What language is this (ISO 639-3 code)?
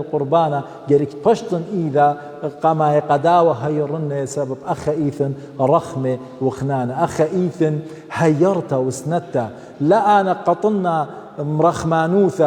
aii